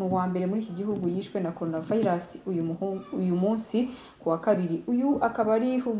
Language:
Kinyarwanda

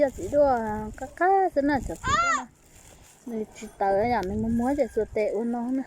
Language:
Hmong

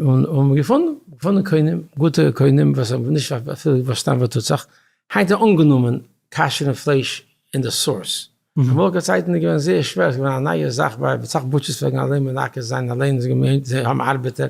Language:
Yiddish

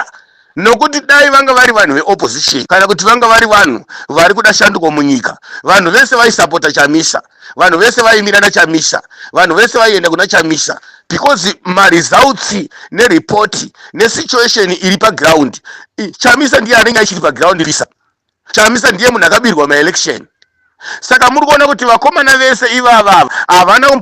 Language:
Shona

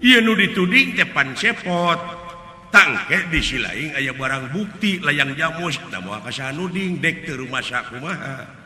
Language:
Sundanese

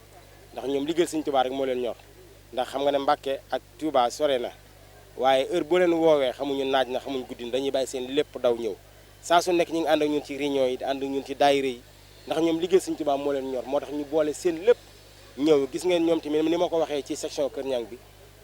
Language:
Wolof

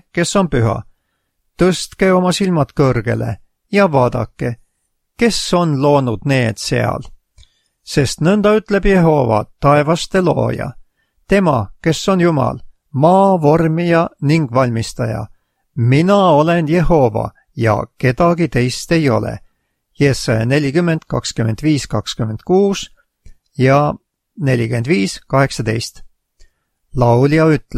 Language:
Estonian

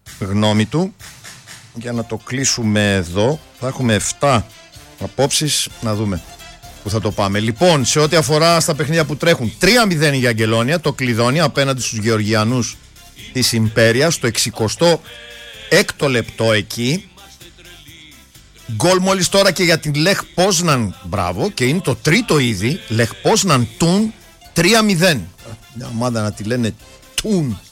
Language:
Greek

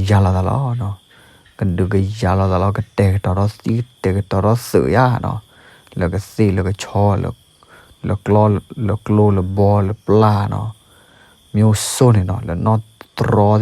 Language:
S'gaw Karen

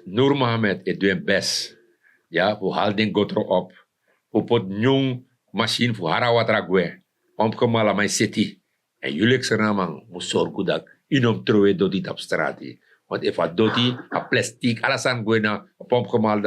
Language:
Sranan Tongo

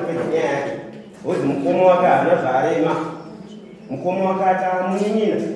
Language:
Shona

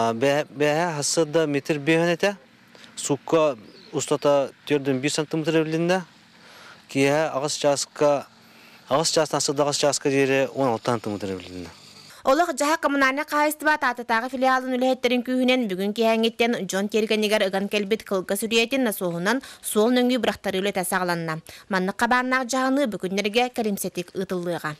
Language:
Yakut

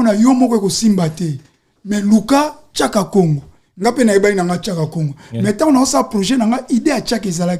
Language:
Lingala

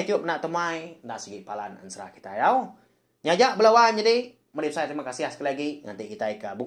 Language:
Iban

